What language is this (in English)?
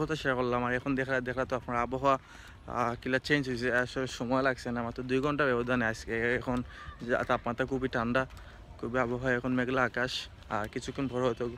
Sylheti